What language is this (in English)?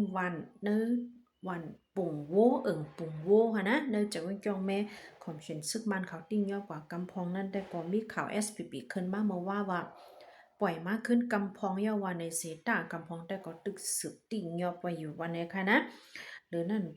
Shan